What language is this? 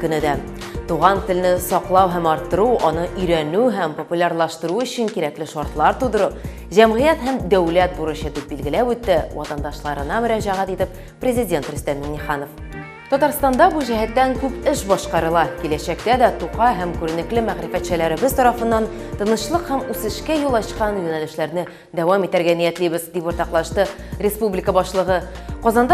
Tatar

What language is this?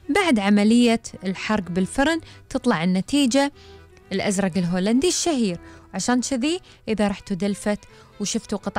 Gulf Arabic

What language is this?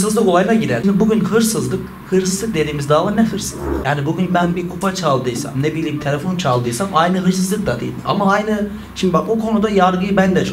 Turkish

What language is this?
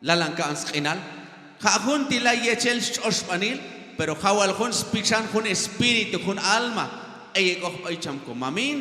Q'anjob'al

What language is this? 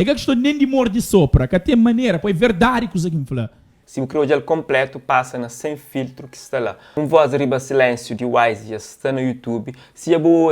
Kabuverdianu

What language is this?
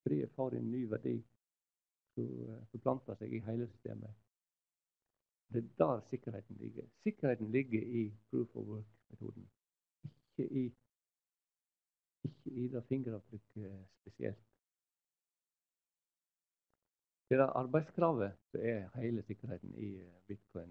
Norwegian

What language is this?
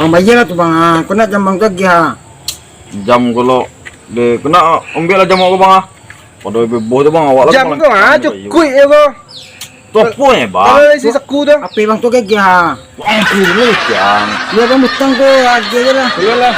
Minangkabau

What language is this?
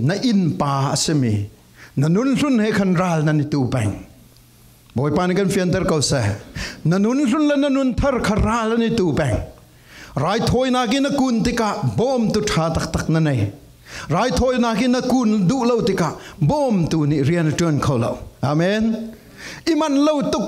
Falam Chin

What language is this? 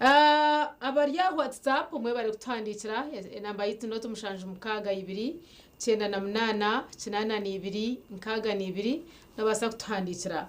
Nyankole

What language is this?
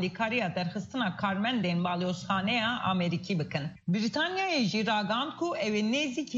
Kurdish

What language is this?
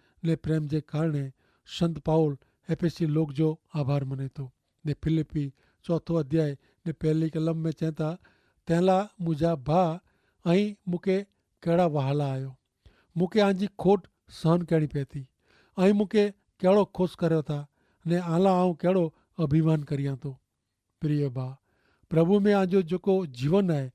Kachhi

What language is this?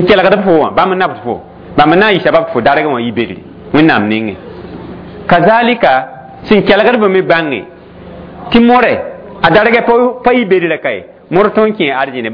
Mossi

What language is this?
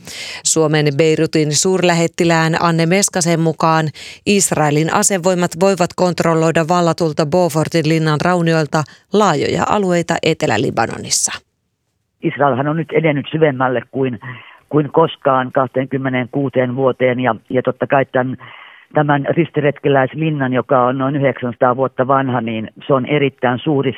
Finnish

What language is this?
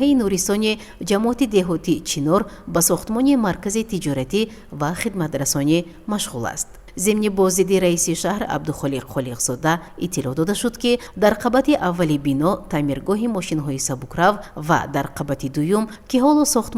Tajik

